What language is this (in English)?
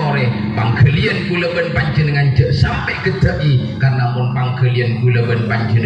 Madurese